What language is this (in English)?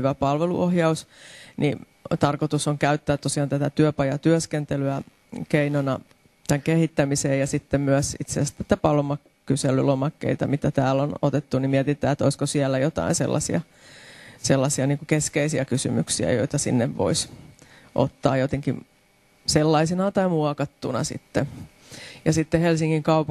Finnish